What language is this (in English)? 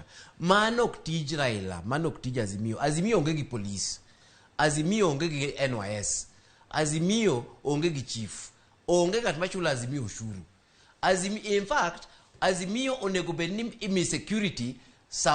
Luo (Kenya and Tanzania)